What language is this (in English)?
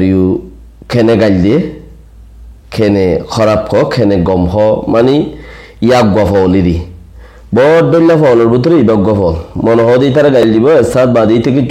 Rohingya